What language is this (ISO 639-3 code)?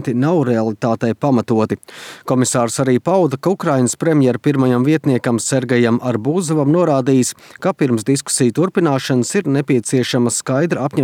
lav